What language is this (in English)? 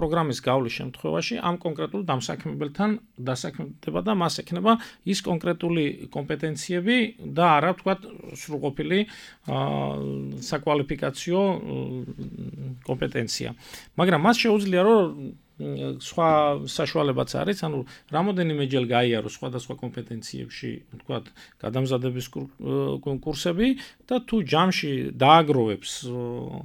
Georgian